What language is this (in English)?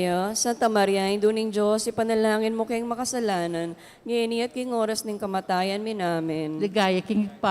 Pampanga